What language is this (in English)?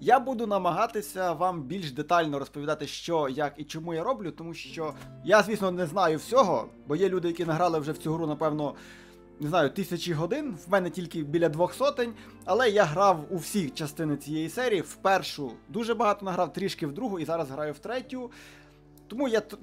Ukrainian